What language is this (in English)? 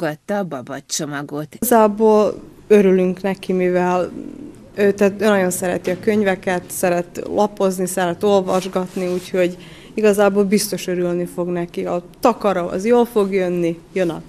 Hungarian